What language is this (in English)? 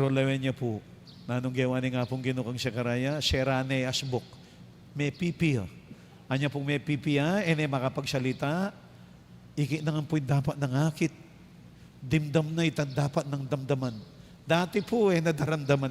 Pampanga